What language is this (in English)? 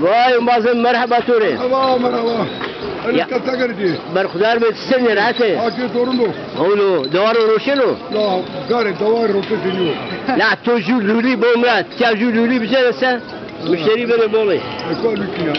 Zaza